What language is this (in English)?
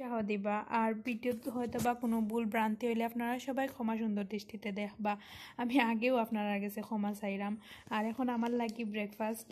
Sylheti